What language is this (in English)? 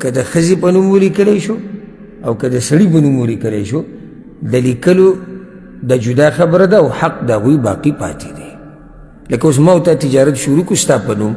Pashto